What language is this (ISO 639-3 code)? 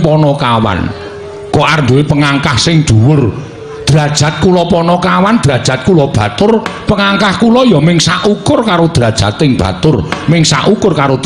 jav